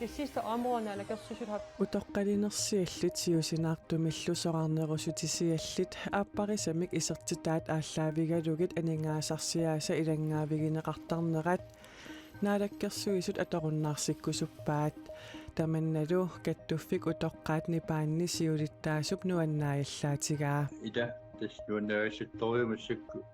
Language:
Kalaallisut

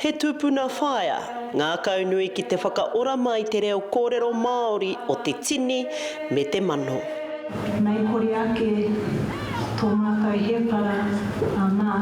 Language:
Māori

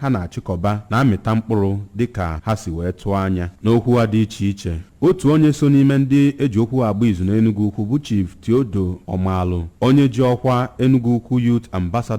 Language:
Igbo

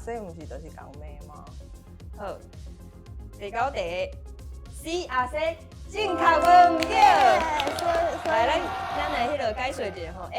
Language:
Min Nan Chinese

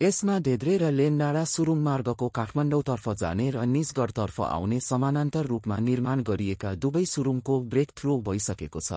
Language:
Nepali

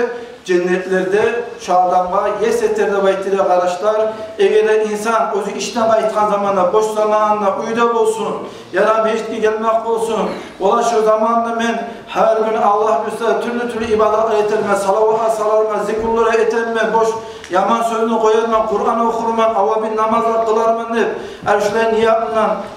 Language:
Kumyk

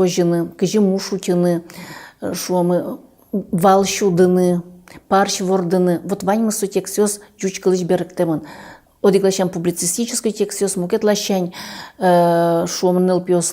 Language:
Udmurt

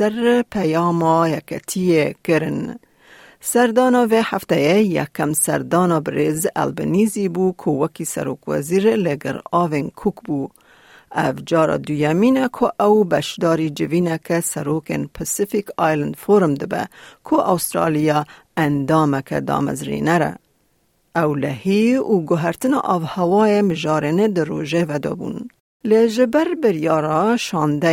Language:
Kurdish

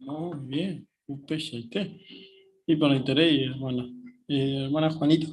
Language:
Guarani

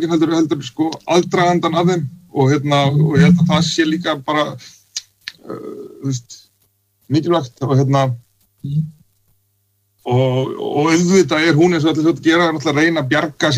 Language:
Icelandic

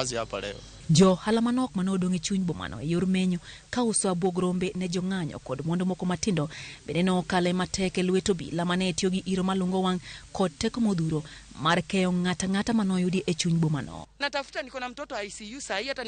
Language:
Luo (Kenya and Tanzania)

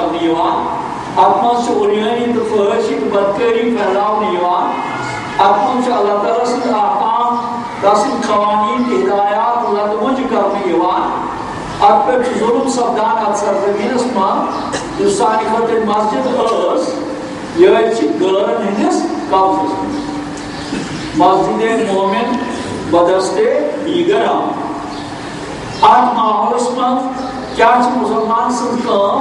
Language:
Urdu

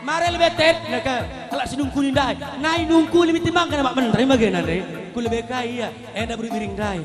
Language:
Batak Karo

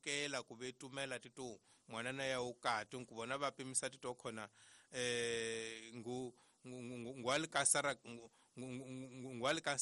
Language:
Tsonga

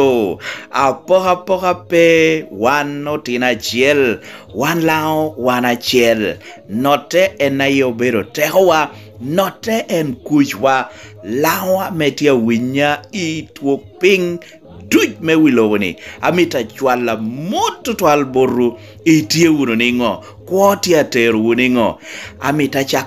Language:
Lango (Uganda)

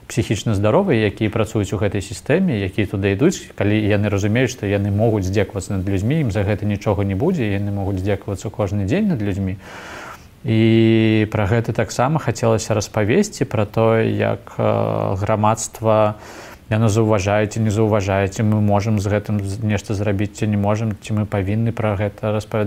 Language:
Belarusian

